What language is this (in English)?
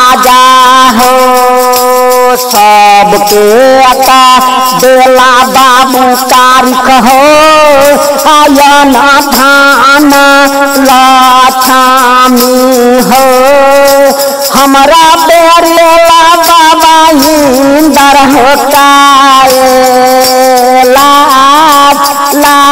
Bhojpuri